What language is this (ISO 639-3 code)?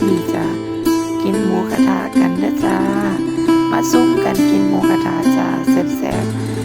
tts